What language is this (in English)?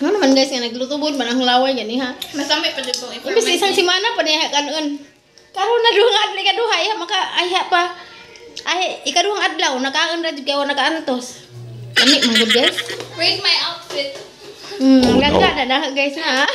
Cebuano